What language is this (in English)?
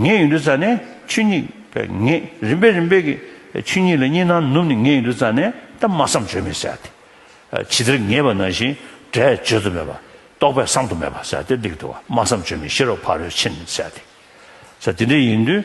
Tibetan